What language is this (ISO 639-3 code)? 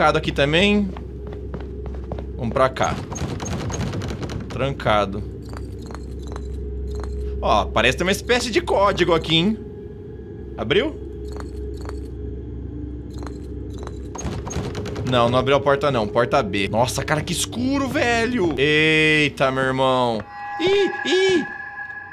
por